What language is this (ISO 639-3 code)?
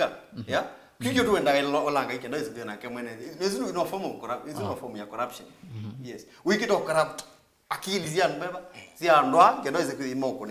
kam